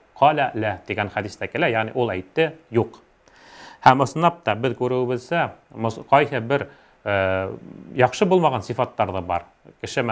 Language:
Bashkir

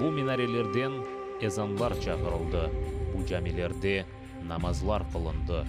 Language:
Crimean Tatar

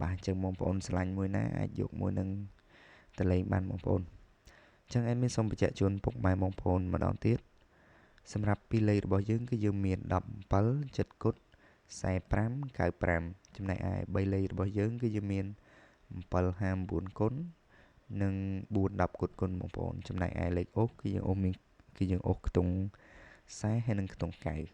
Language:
Khmer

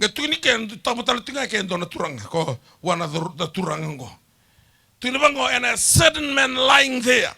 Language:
Fijian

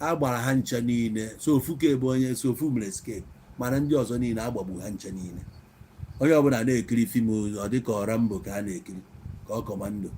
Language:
Igbo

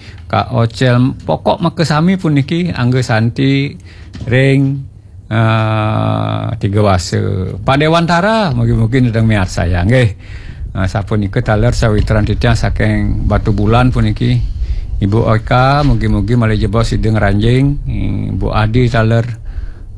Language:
Balinese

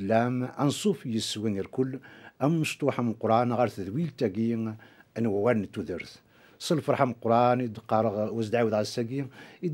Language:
Kabyle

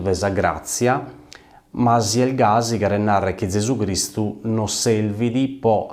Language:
Sardinian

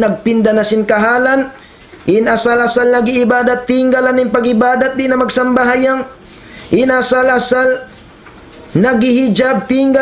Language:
Tausug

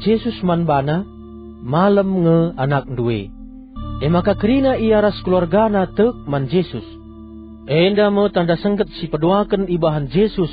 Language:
Batak Karo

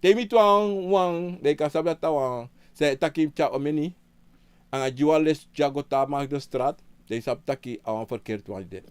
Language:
Sranan Tongo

